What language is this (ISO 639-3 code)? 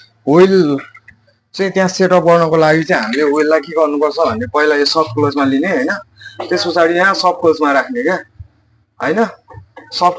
nep